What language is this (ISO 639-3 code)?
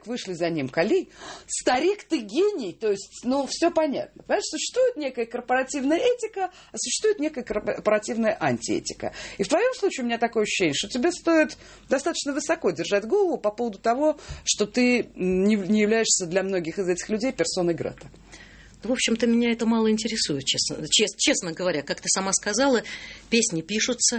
rus